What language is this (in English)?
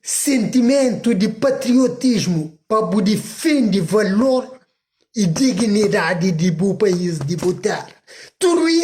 Kabuverdianu